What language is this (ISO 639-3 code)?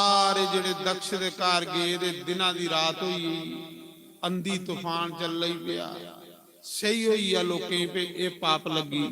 doi